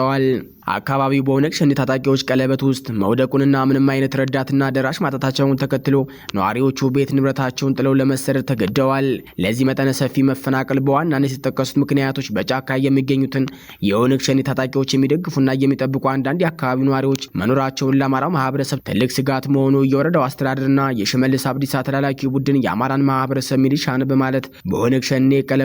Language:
Amharic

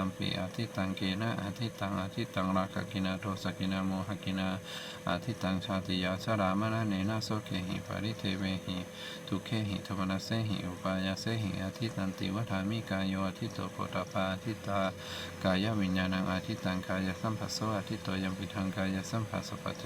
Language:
Pali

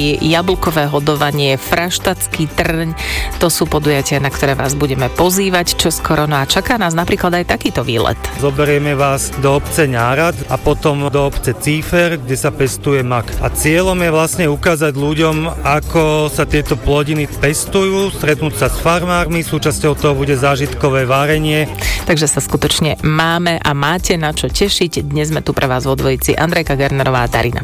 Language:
Slovak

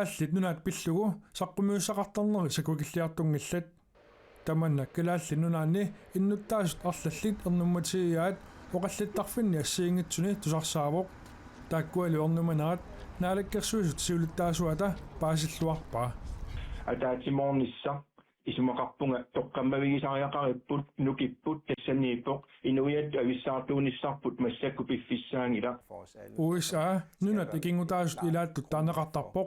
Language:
Kalaallisut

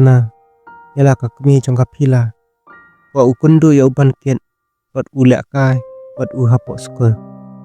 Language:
Khasi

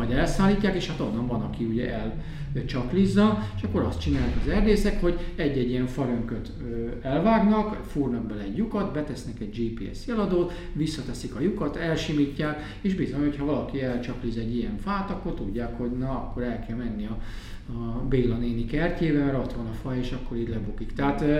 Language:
Hungarian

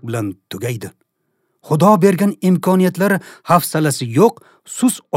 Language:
Uzbek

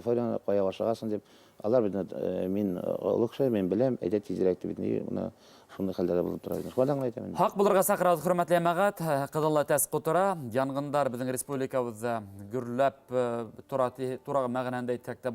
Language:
Bashkir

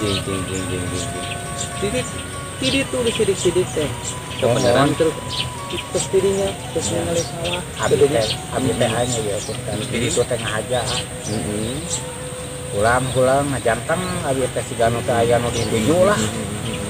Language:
Sundanese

